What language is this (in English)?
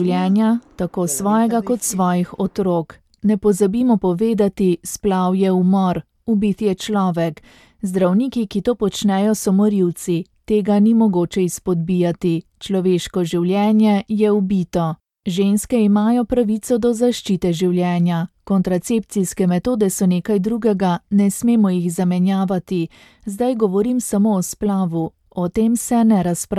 Slovenian